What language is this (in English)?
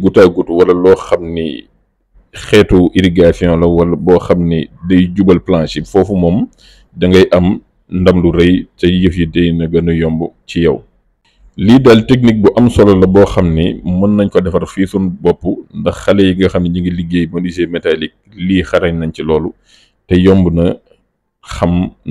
Wolof